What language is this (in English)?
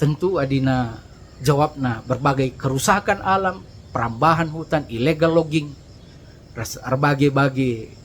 Batak Karo